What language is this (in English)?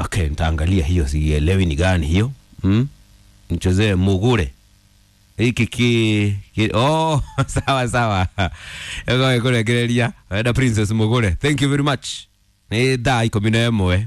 Kikuyu